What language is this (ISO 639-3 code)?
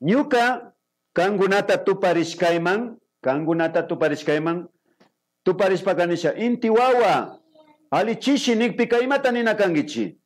qvi